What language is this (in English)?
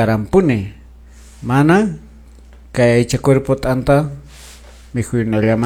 Quechua